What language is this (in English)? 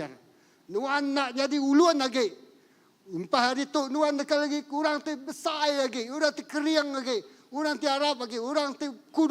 Iban